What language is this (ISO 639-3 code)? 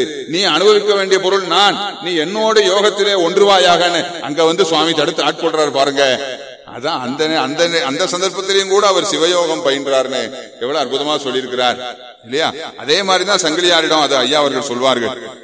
tam